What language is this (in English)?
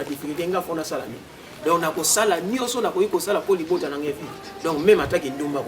Lingala